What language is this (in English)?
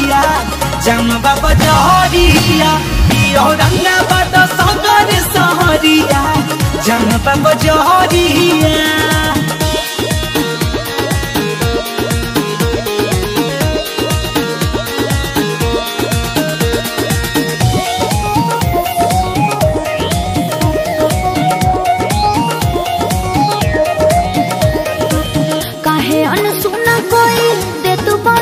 Bhojpuri